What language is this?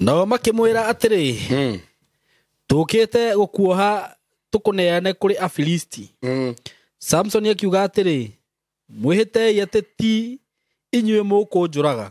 Kikuyu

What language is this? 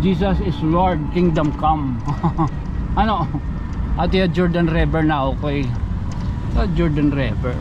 Waray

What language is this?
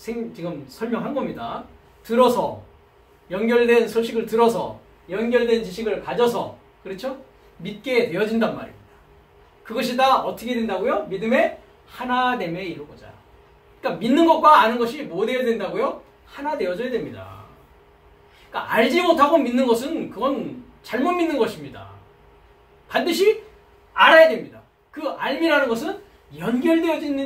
Korean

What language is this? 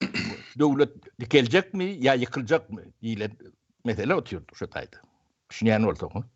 Turkmen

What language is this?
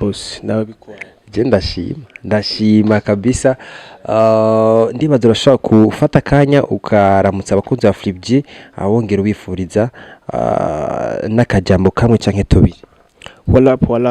Rundi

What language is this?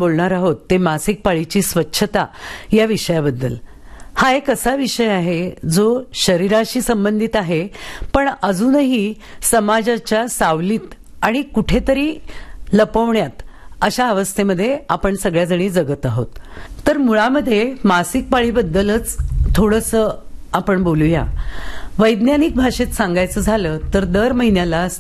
Marathi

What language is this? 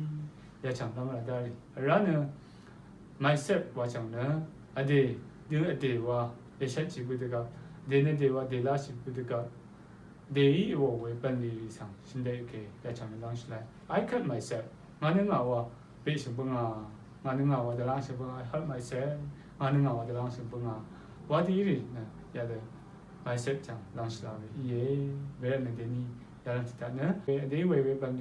Rawang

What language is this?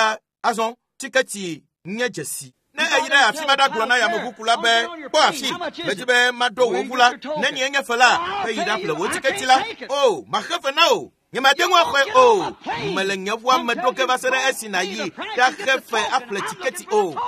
Ewe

